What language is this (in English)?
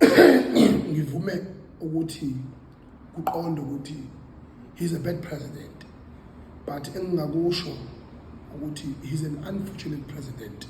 Zulu